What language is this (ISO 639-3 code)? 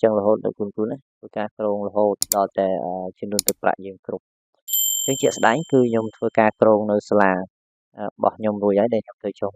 khm